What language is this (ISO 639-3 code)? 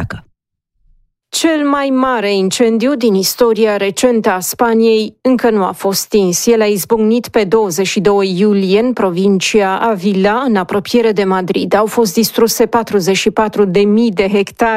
ron